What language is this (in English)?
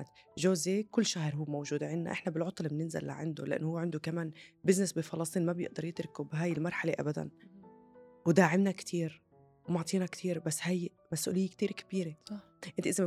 North Levantine Arabic